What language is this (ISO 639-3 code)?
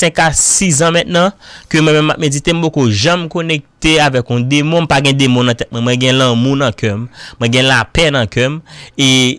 hat